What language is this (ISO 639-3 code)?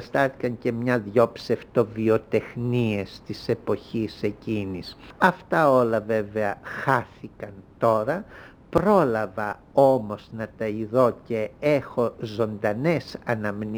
ell